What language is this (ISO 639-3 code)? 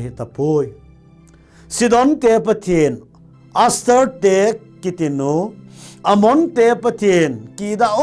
tcz